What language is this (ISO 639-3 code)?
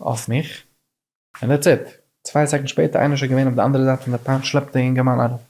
yid